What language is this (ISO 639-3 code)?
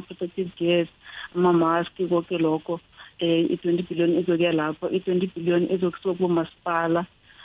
nbl